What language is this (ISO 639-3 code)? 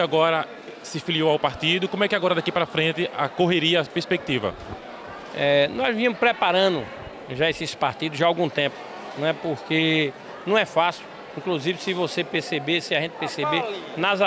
por